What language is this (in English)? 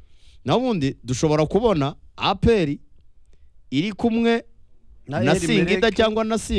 Kinyarwanda